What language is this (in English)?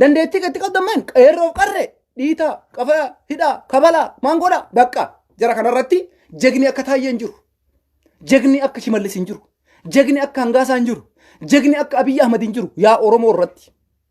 Oromo